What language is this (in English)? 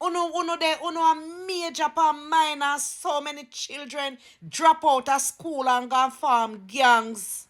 Jamaican Creole English